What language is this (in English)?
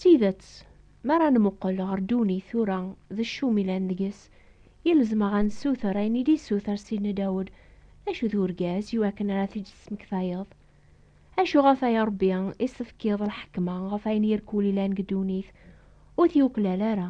Kabyle